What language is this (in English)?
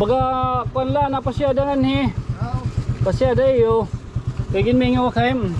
Waray